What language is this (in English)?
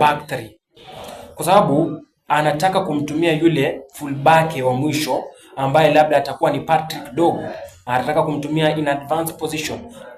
Swahili